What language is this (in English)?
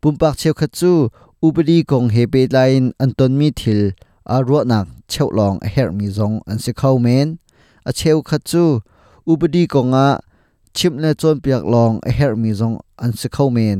Hakha Chin